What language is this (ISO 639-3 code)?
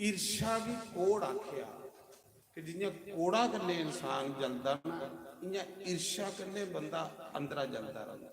doi